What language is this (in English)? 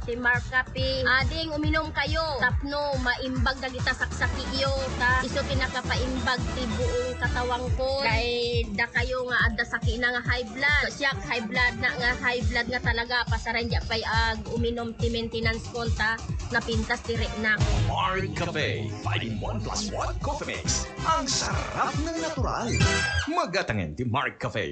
Iloko